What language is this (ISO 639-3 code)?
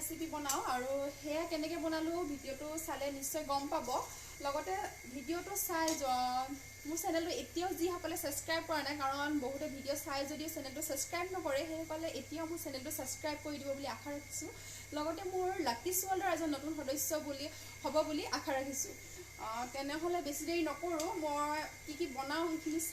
asm